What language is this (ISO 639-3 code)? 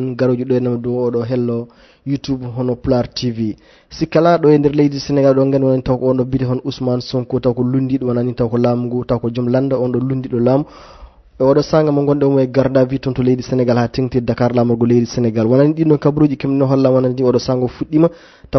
ful